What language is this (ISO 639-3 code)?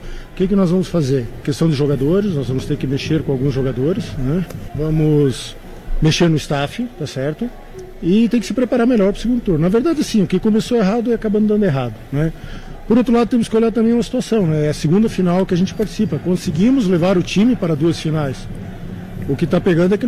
por